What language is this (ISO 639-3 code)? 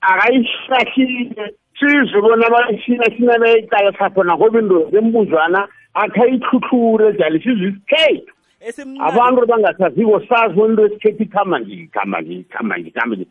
nbl